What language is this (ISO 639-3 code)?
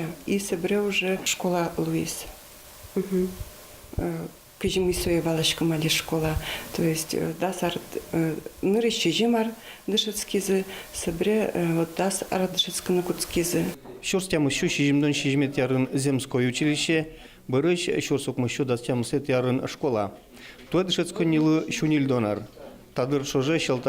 udm